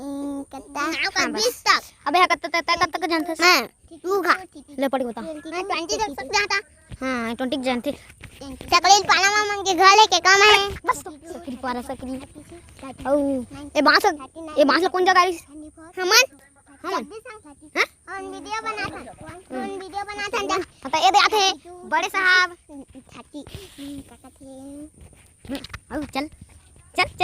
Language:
Chhattisgarhi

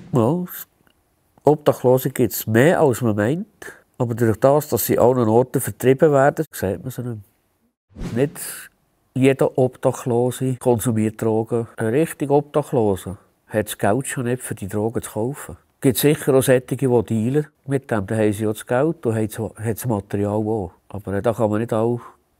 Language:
Swiss German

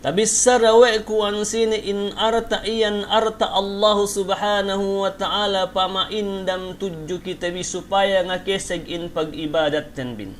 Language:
Yakan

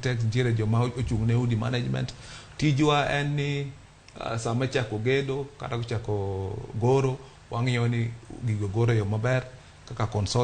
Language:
Luo (Kenya and Tanzania)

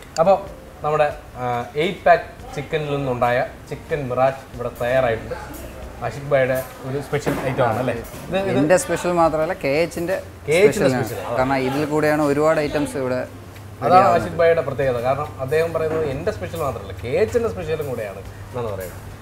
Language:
Malayalam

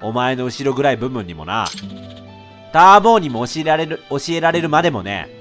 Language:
Japanese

